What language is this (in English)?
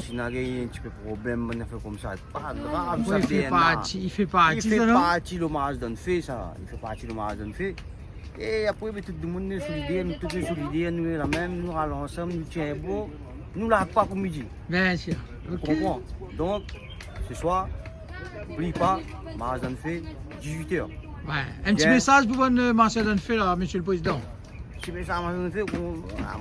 Réunion Creole French